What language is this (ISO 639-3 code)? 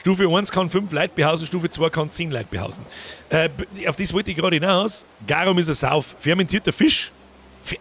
bar